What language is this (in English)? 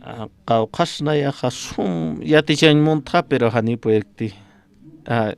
Aymara